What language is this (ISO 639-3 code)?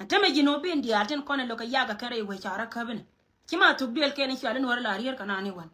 nus